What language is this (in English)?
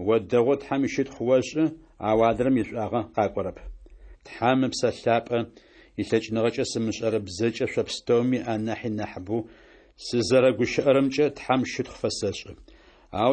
Adyghe